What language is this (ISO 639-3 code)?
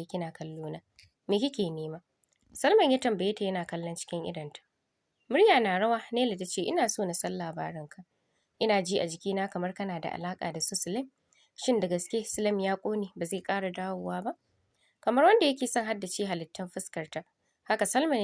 hau